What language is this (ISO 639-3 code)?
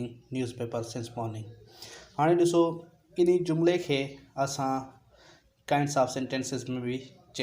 snd